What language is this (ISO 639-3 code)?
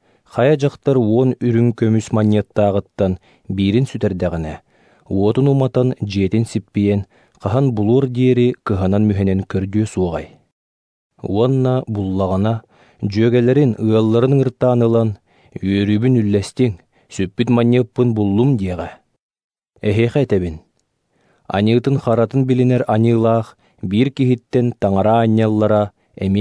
sah